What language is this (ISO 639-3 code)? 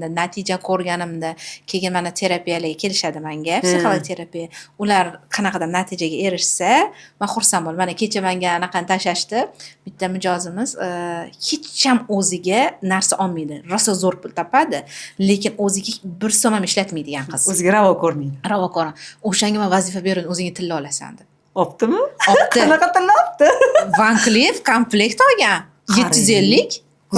uzb